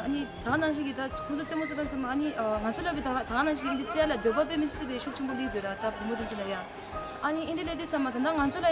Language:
Tibetan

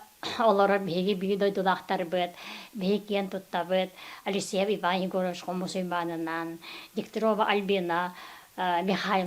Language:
Yakut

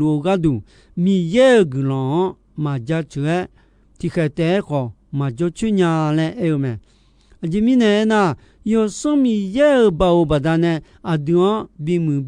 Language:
Akha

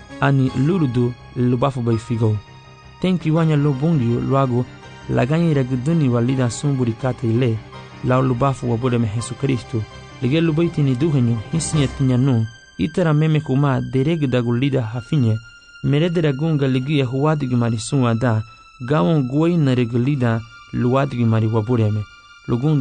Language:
Garifuna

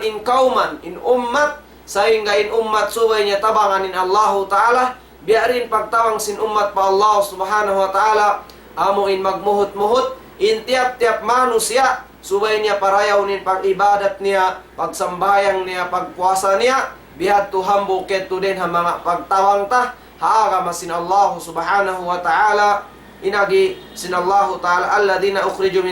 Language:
Tausug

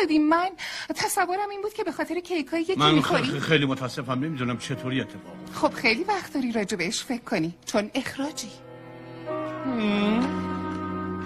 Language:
Persian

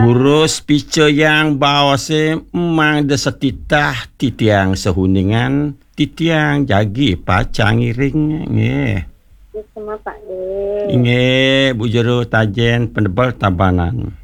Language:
Balinese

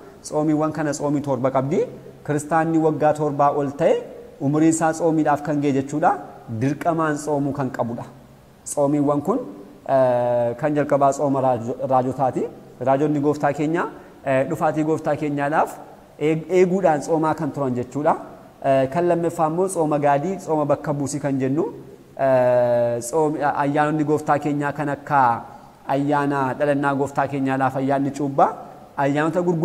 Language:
Oromo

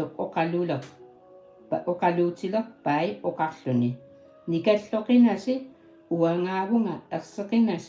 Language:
Kalaallisut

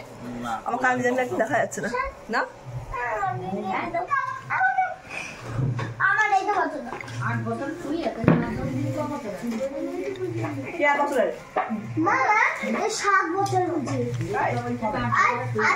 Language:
Bangla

